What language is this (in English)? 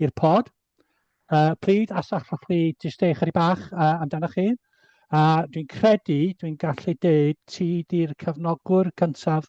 Welsh